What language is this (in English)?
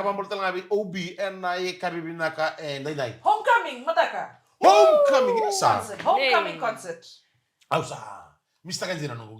Fijian